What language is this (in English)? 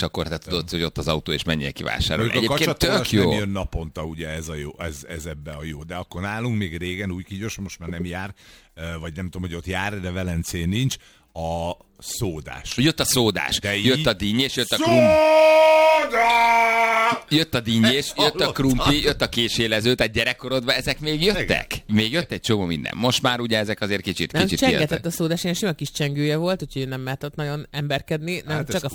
Hungarian